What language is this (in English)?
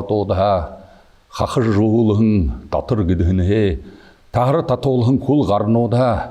Buriat